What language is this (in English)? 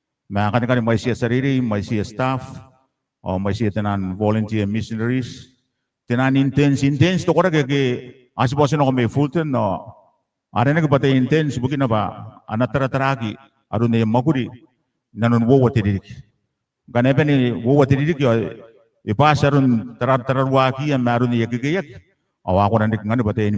Gilbertese